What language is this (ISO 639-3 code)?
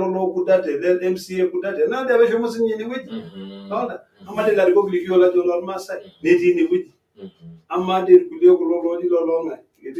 mas